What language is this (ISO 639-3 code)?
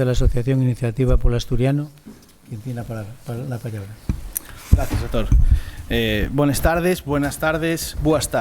ast